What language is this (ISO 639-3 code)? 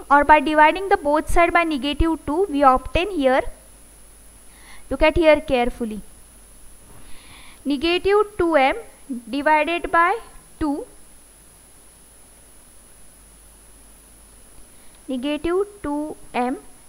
eng